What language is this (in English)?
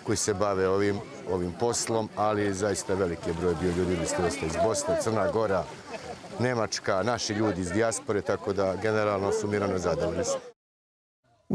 Serbian